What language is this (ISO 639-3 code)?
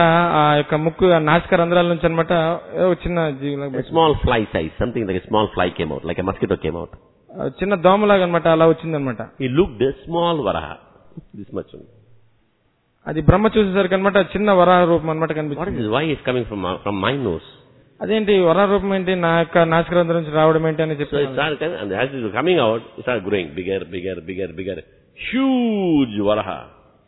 tel